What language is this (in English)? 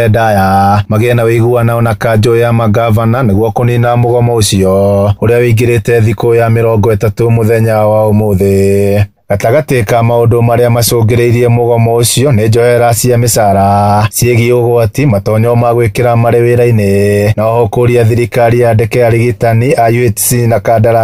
Kikuyu